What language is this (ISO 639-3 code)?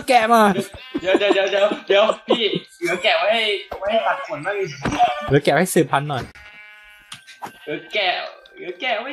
tha